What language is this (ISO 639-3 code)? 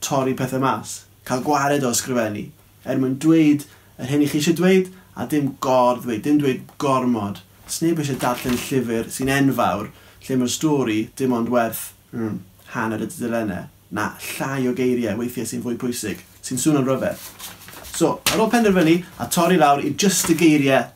cym